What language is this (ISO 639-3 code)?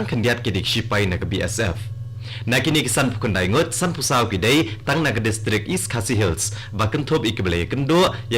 kha